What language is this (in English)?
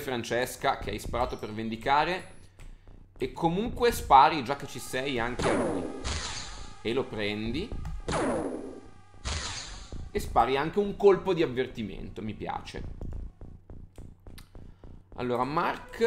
Italian